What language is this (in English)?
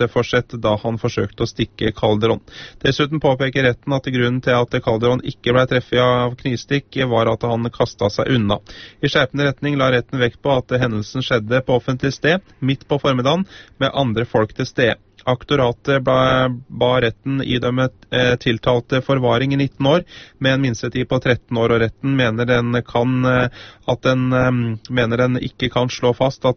Norwegian